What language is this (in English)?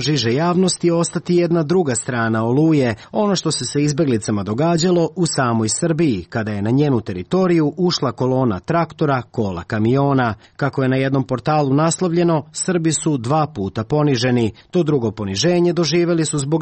Serbian